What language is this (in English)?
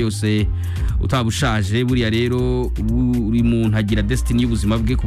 Kinyarwanda